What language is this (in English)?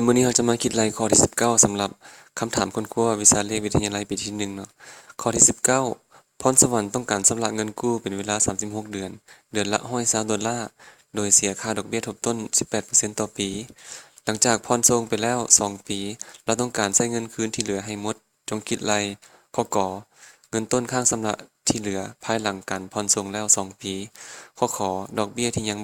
Lao